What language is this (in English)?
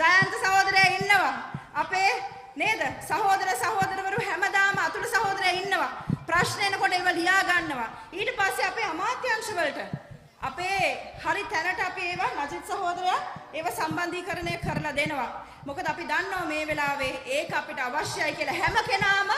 Sinhala